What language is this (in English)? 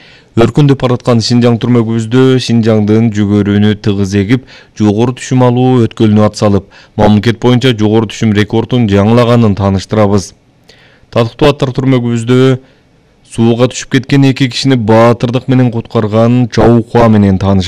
Kyrgyz